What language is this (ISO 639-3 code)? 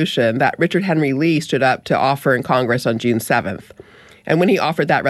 eng